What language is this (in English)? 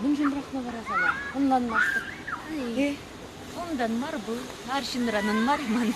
Chuvash